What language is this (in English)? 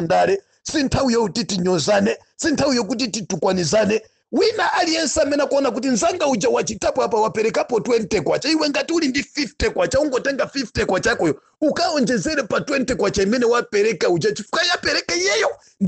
Nyanja